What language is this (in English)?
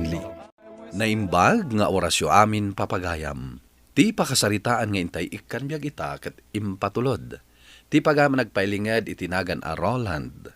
Iloko